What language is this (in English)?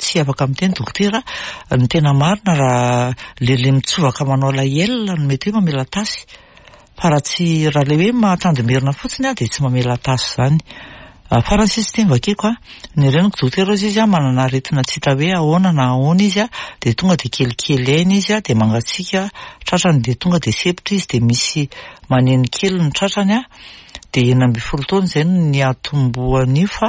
Malagasy